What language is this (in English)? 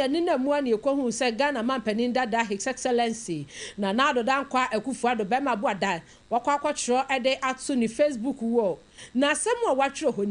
Akan